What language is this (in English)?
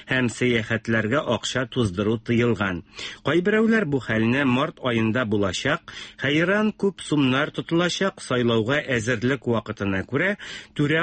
Tatar